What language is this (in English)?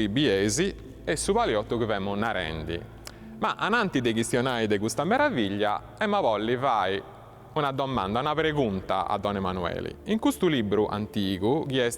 Sardinian